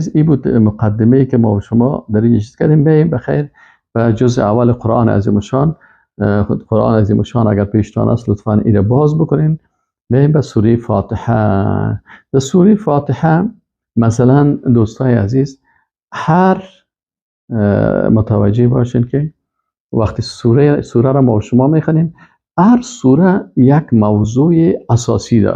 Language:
Persian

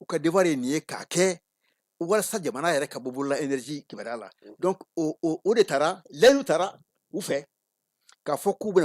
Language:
Bambara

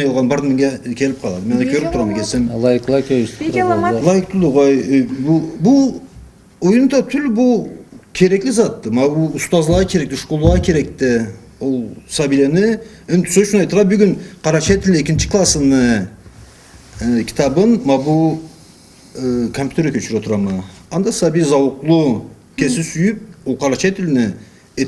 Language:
Karachay-Balkar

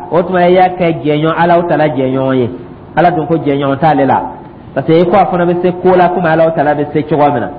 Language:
Dyula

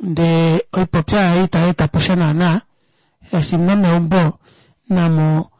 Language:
Kuanyama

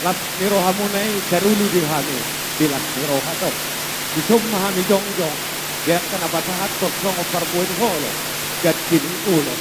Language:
Batak Toba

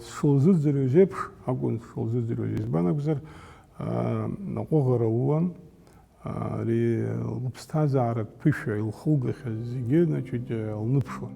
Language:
Abkhazian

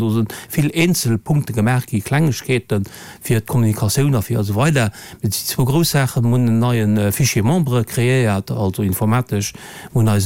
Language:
Luxembourgish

